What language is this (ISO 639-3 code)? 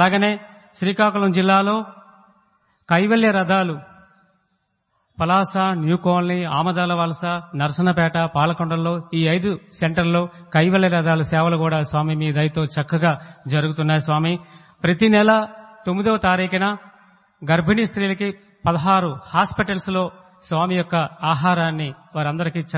tel